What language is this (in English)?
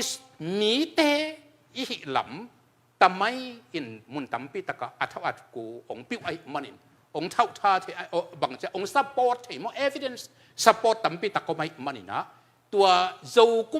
Tedim Chin